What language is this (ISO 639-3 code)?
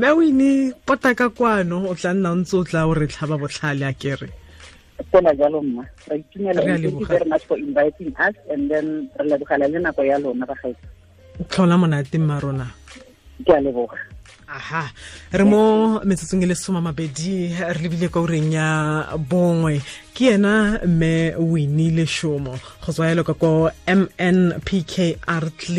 tsn